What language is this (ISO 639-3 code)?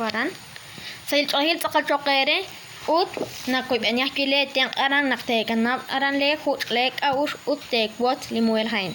kek